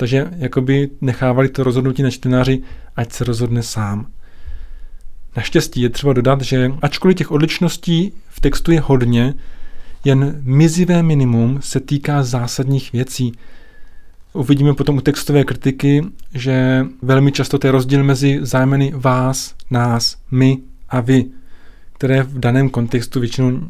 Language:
Czech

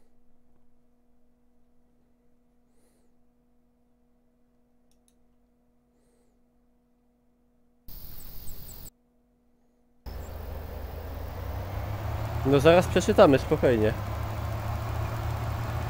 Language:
Polish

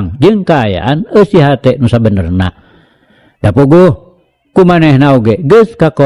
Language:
Sundanese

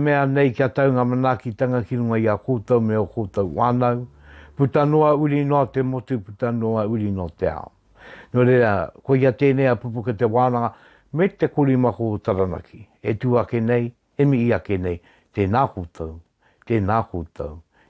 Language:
Māori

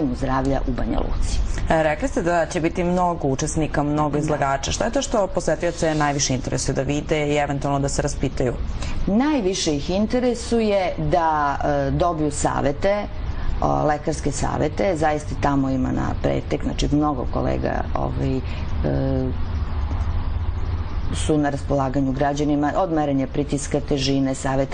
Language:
Serbian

